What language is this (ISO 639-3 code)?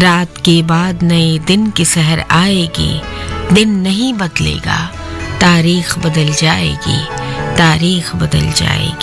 hin